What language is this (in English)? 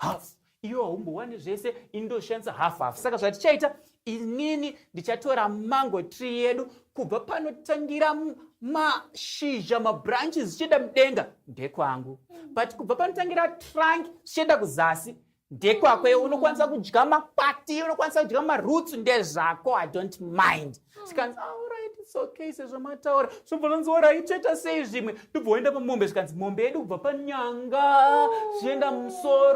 Shona